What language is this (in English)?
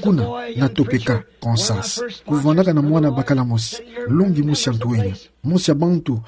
Kituba (Democratic Republic of Congo)